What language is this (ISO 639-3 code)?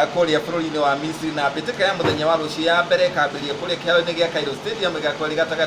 kik